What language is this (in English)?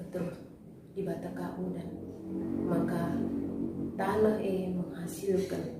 Batak Karo